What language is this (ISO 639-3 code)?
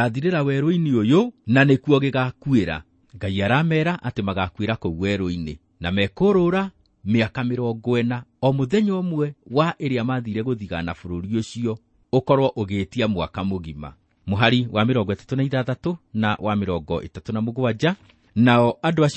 kik